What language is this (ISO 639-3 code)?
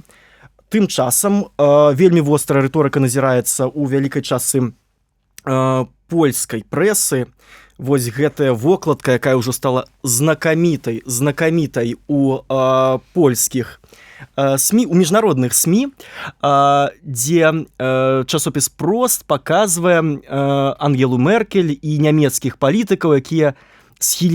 bel